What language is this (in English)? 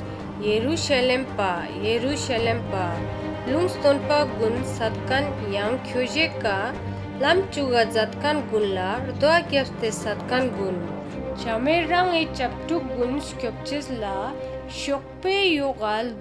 Ladakhi